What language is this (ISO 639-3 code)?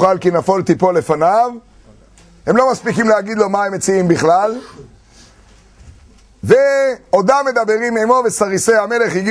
heb